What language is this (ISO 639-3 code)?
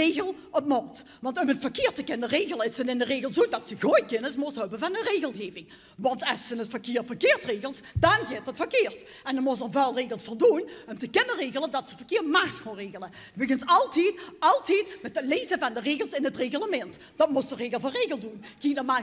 lim